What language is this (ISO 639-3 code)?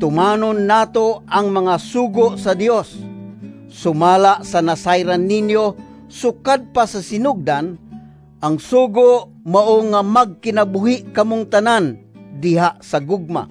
ceb